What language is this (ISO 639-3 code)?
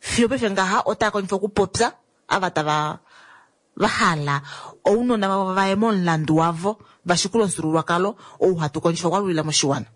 kua